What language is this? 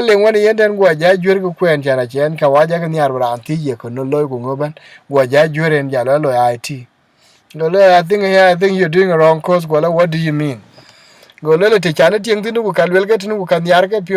Dinka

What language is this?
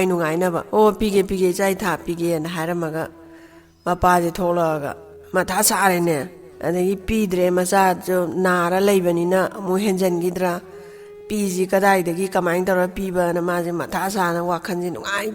Manipuri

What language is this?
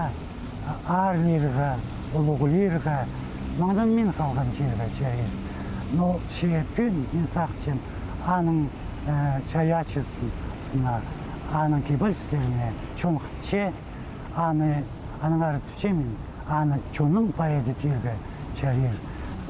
Khakas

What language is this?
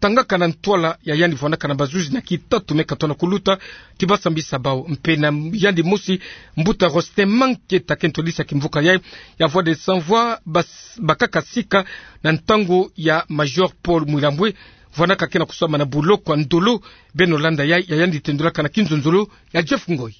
Kituba (Democratic Republic of Congo)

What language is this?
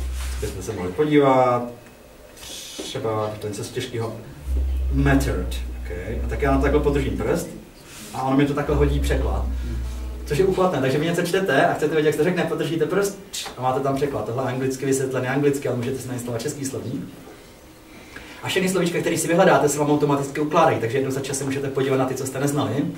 Czech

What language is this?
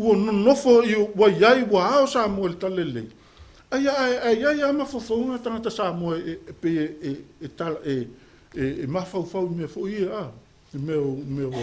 Samoan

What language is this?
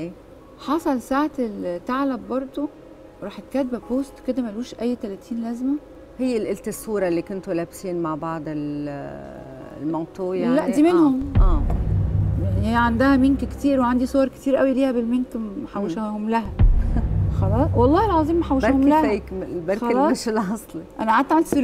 Egyptian Arabic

